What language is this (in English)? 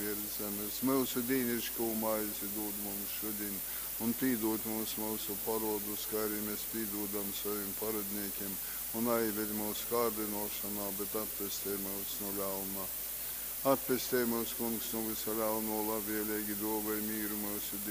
Latgalian